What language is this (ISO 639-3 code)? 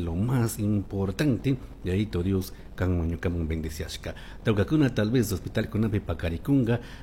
qug